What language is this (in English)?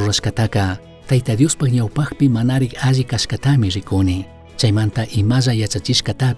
Chimborazo Highland Quichua